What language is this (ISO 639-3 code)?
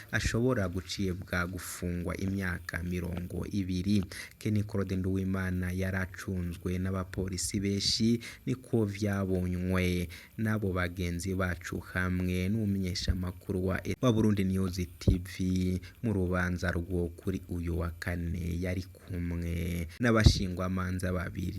run